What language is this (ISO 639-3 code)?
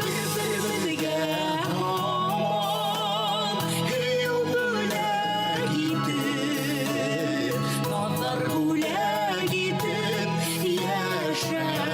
bak